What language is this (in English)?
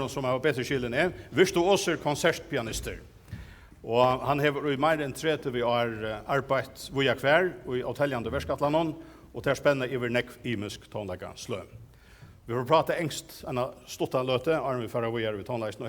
Faroese